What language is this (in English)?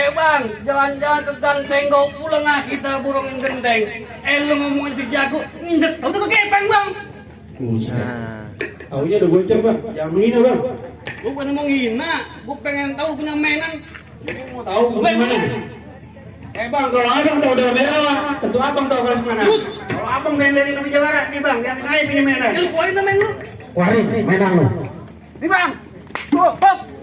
Betawi